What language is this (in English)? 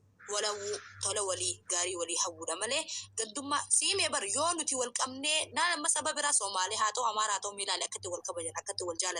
Oromo